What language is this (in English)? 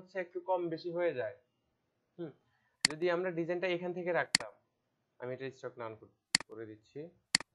Bangla